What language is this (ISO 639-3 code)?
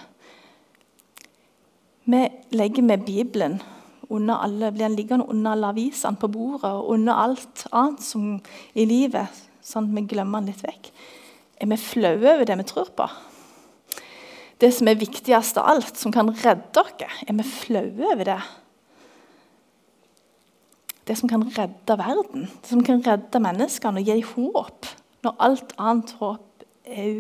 nor